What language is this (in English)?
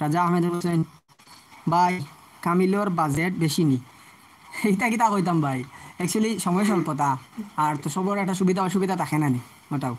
Sylheti